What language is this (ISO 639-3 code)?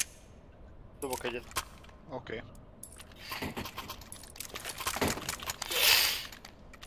hun